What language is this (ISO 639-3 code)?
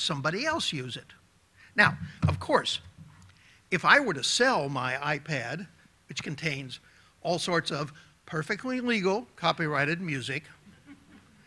eng